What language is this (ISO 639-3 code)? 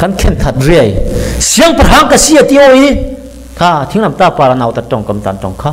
cfm